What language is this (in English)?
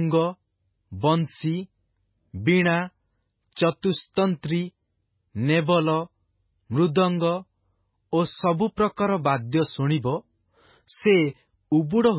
Odia